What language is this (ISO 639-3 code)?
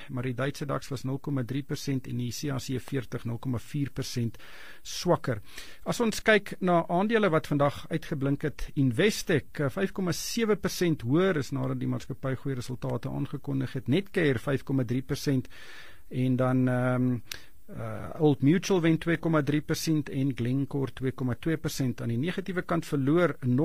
afr